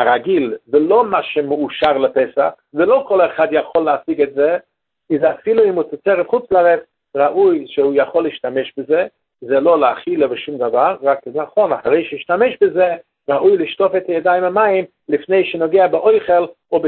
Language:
Hebrew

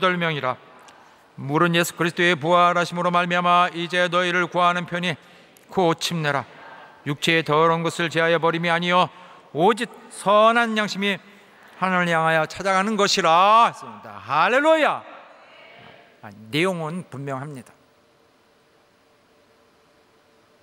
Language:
Korean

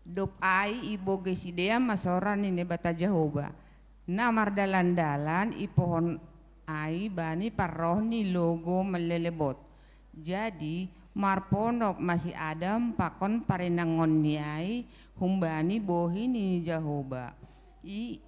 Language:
Batak Simalungun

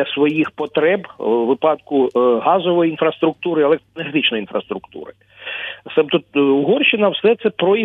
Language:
Ukrainian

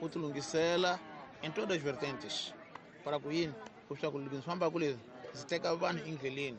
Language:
Tsonga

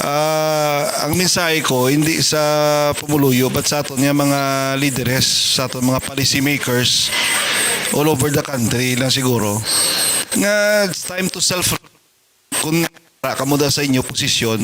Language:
Hiligaynon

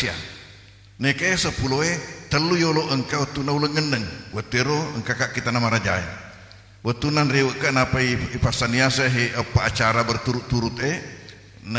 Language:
Buginese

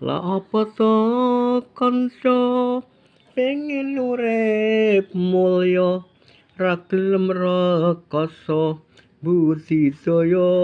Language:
Javanese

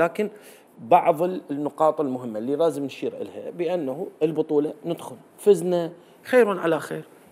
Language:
Mesopotamian Arabic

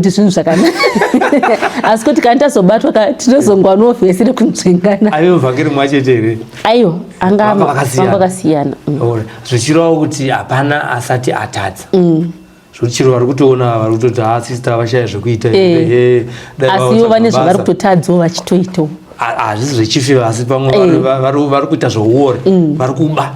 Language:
Shona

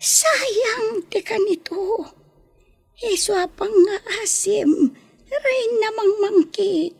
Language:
Iloko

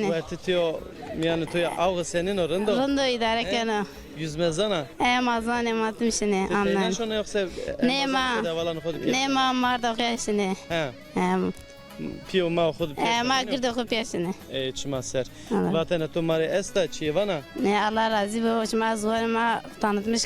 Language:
Zaza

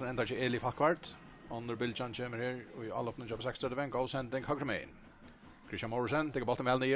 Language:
Faroese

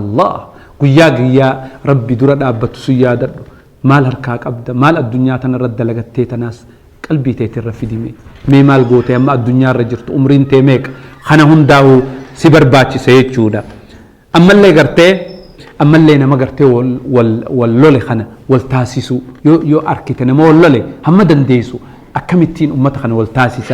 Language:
Oromo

